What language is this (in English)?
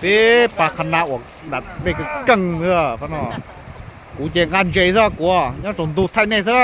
Hmong